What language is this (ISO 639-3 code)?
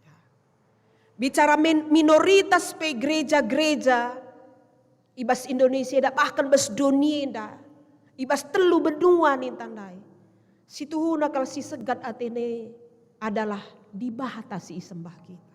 btx